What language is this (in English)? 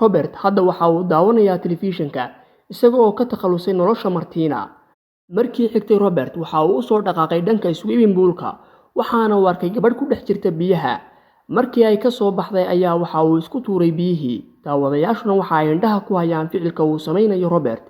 Somali